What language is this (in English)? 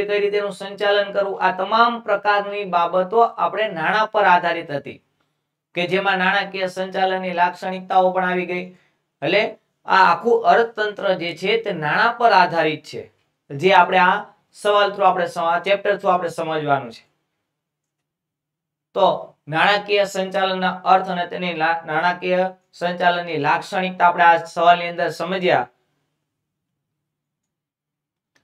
Gujarati